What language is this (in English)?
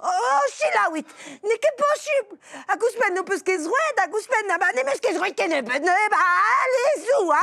Breton